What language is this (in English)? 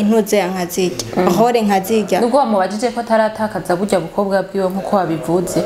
Rundi